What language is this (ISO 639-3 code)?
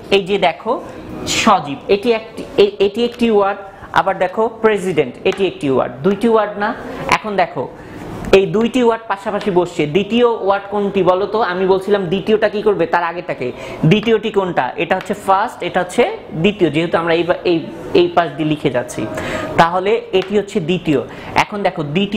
ben